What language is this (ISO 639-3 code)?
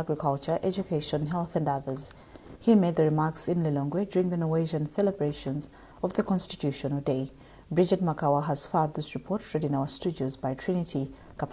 eng